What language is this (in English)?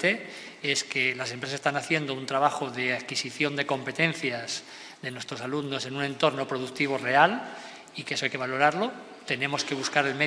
Spanish